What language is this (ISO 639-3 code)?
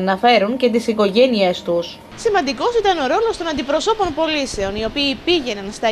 ell